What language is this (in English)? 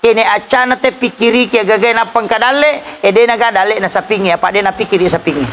Buginese